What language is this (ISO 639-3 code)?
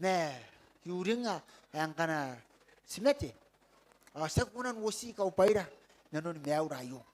gil